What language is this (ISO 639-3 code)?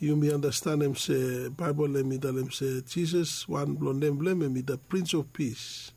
bis